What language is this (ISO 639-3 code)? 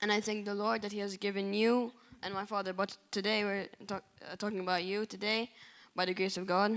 eng